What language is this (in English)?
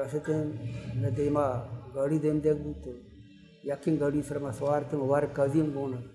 Baluchi